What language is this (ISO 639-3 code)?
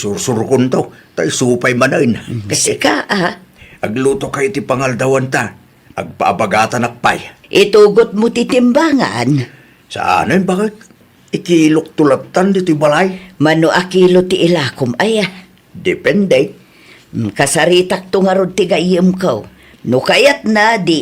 ilo